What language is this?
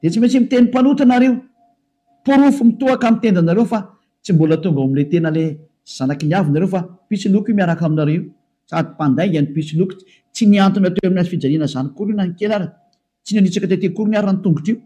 Malagasy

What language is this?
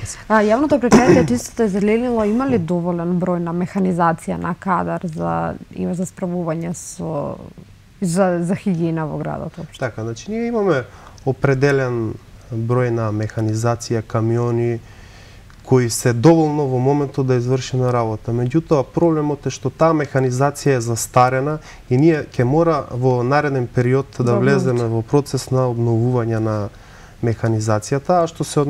Macedonian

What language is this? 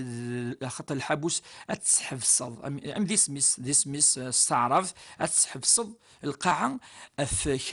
Kabyle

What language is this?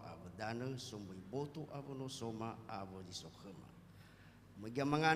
Nias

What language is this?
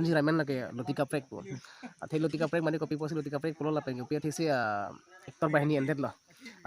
Karbi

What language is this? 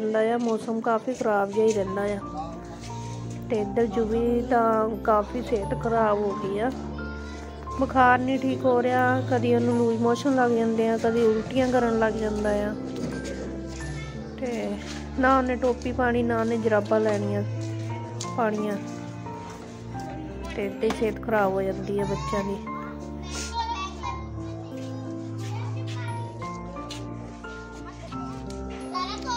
Punjabi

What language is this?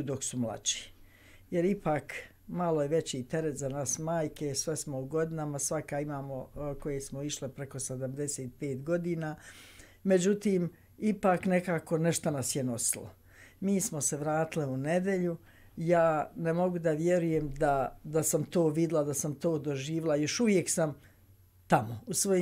Bosnian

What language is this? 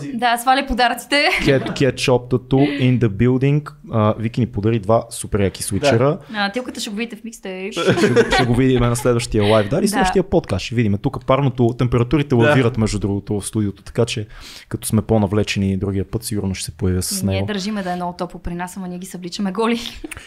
Bulgarian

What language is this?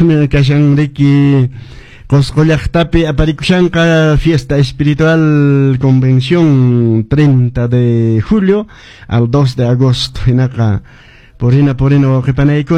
Quechua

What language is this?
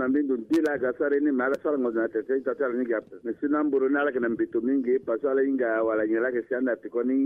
Sango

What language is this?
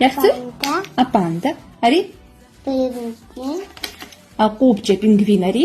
Abkhazian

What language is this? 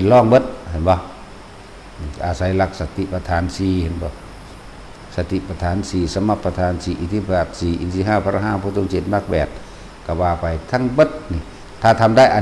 Northeastern Thai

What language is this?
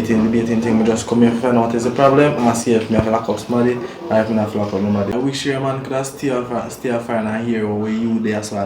Jamaican Creole English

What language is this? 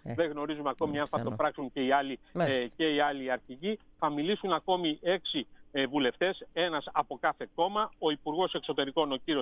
Greek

